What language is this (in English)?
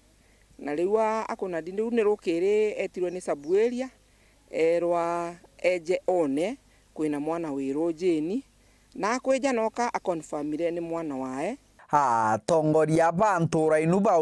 Meru